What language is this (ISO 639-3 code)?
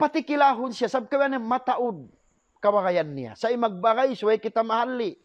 tsg